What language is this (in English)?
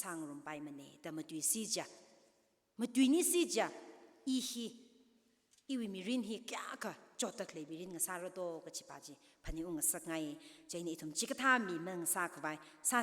Tangkhul Naga (India)